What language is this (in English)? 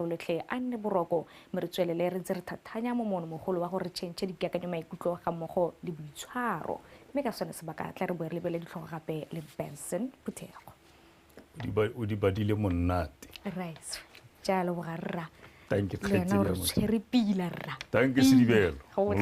Tswana